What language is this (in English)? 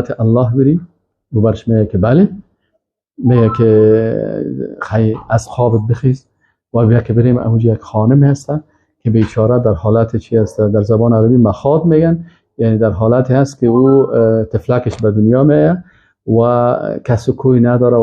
Persian